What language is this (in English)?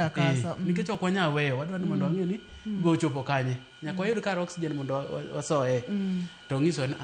Luo (Kenya and Tanzania)